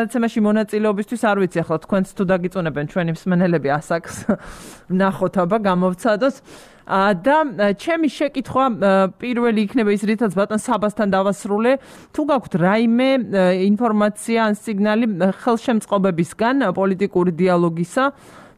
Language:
Georgian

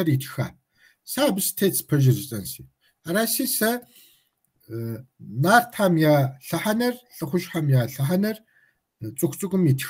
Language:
Kabardian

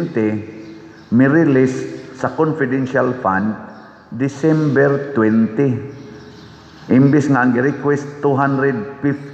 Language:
Cebuano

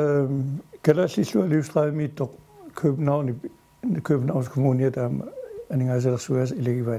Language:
Kalaallisut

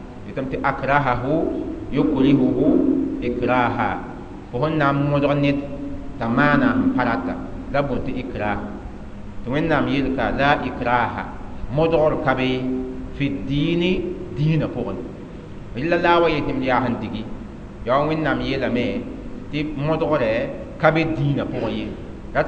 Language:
Mossi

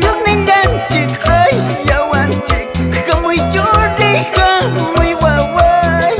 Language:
Quechua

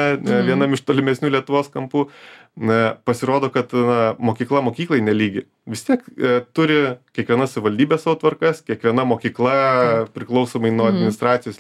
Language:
Lithuanian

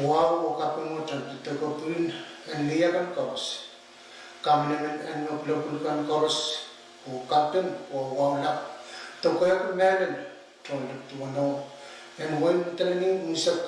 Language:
Pohnpeian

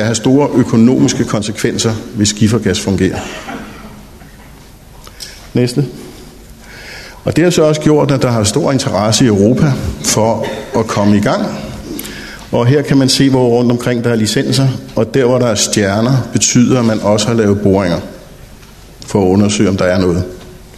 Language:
Danish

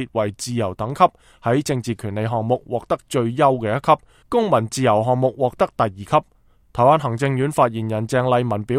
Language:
Cantonese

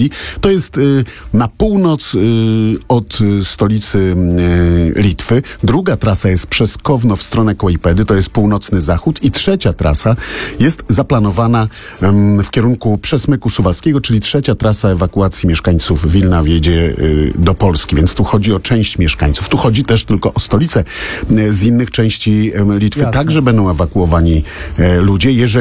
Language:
Polish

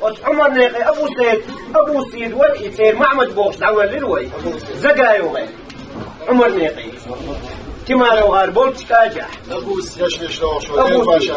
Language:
Chechen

